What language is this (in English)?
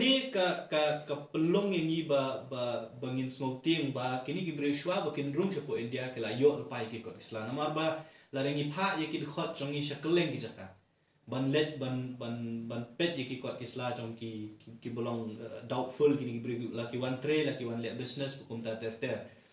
Khasi